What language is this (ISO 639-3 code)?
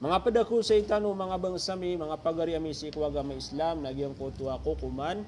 mrw